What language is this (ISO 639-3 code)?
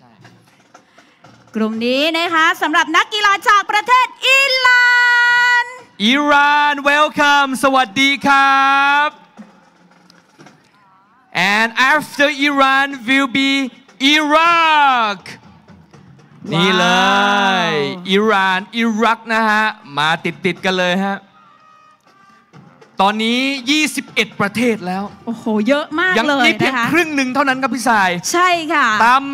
tha